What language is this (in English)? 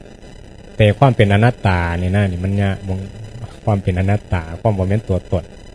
Northeastern Thai